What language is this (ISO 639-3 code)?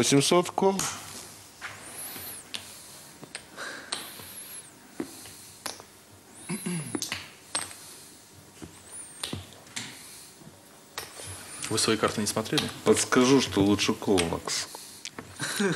rus